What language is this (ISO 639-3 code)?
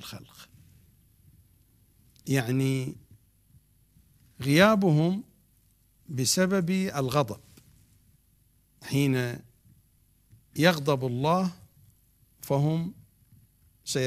ara